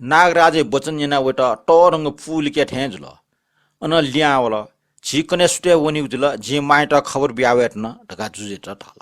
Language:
Newari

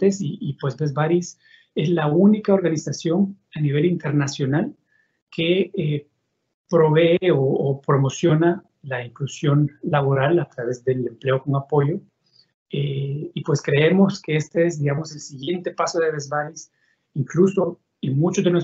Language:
Spanish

